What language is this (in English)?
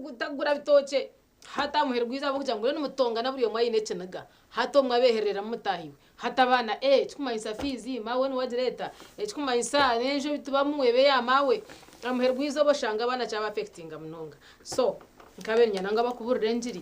Nyankole